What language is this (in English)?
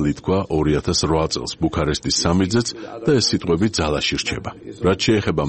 Georgian